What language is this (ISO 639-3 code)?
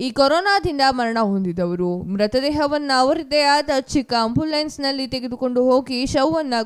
kan